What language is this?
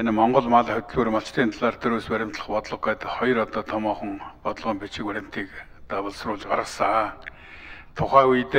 Mongolian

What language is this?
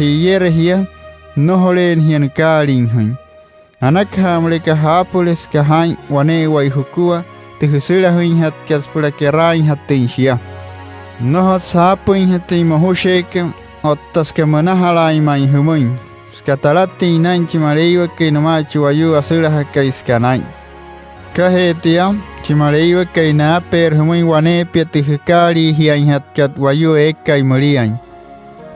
Wayuu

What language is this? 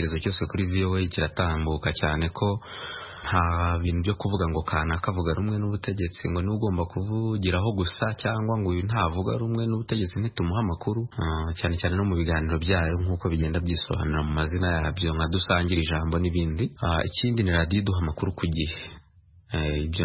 Kinyarwanda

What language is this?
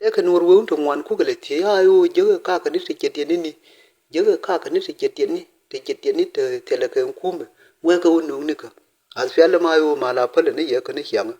Nuer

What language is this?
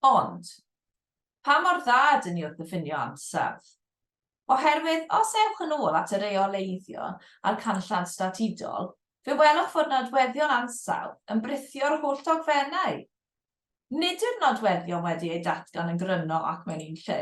Welsh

